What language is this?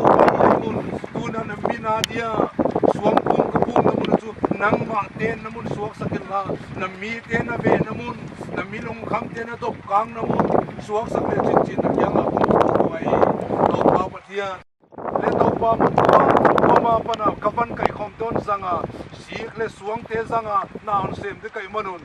Paite Chin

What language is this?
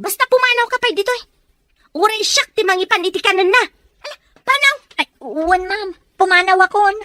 Iloko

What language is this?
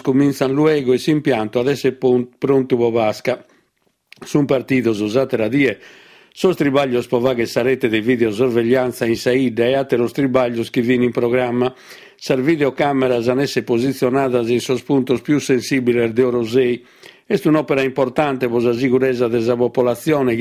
Sardinian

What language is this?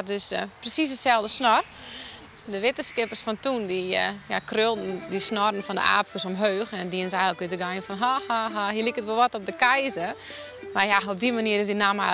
Western Frisian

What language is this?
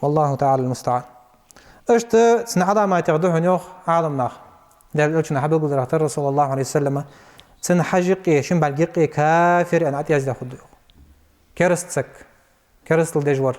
Ingush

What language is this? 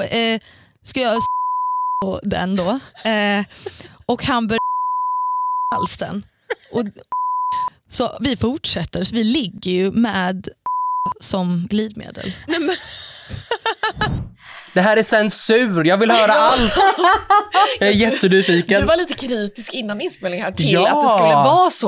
Swedish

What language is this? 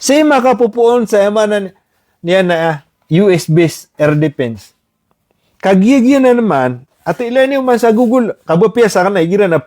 Maranao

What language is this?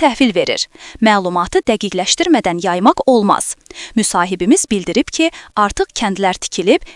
Azerbaijani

